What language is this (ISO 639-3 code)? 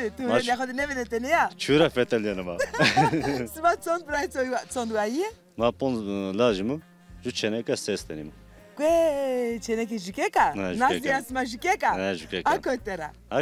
zza